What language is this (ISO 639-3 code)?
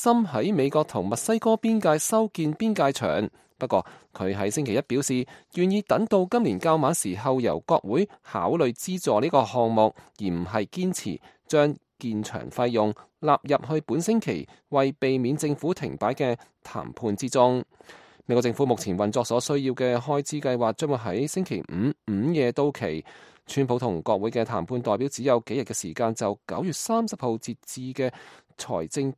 yue